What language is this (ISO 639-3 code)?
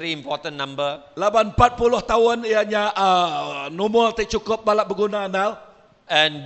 iba